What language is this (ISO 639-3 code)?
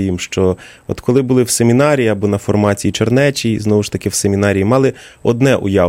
ukr